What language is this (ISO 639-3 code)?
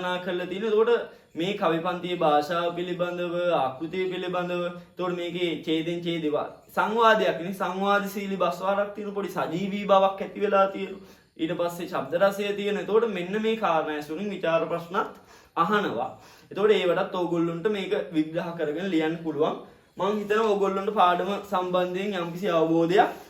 sin